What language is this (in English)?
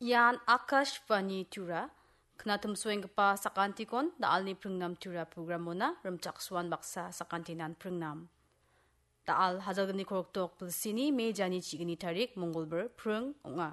Garo